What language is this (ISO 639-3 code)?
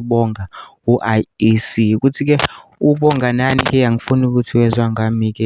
zul